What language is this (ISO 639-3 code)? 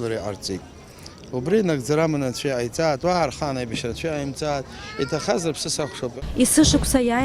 abk